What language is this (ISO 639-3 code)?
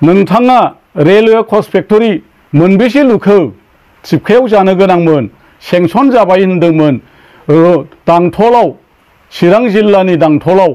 brx